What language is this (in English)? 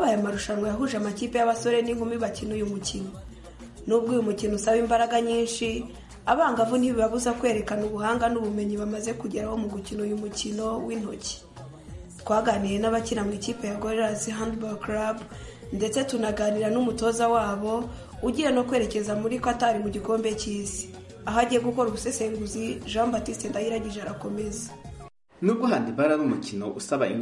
Kinyarwanda